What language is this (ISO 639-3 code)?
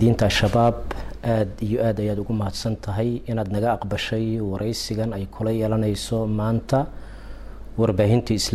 som